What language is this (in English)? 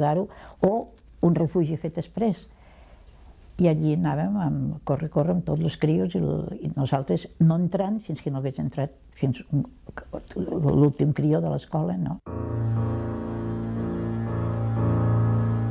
Catalan